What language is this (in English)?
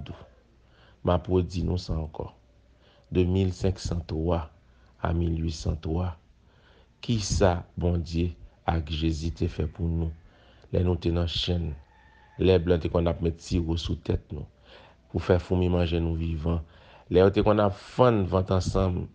Haitian Creole